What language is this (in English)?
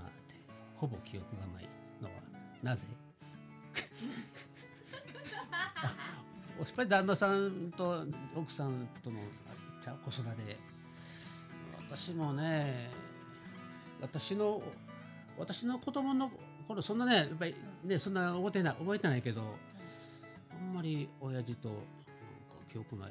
Japanese